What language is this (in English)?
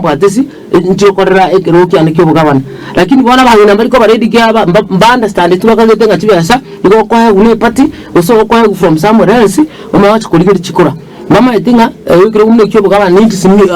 Gusii